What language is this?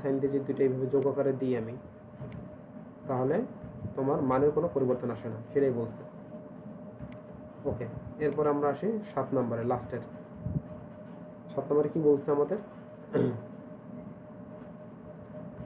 Bangla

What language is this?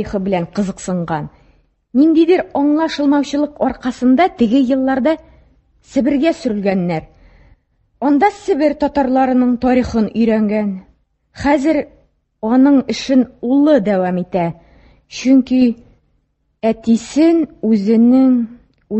Tatar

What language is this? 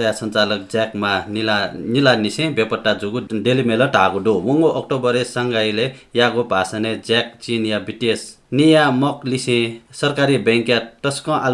Newari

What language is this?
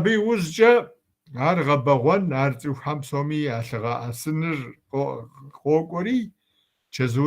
Kabardian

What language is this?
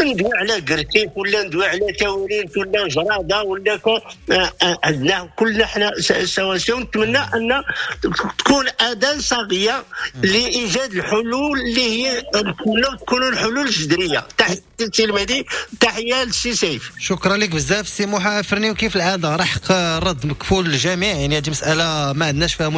Moroccan Arabic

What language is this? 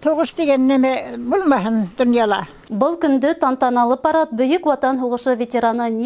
Bashkir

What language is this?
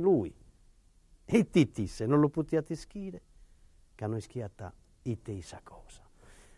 Sardinian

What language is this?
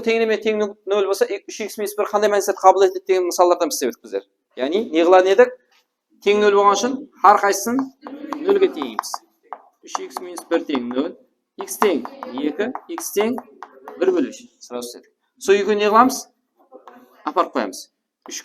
Kara-Kalpak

